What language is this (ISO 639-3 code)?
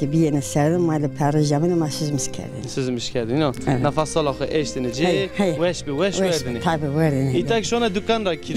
zza